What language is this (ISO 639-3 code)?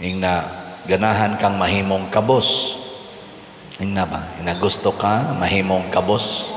ceb